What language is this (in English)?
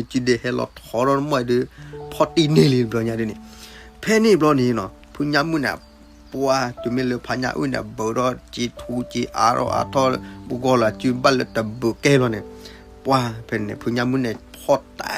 S'gaw Karen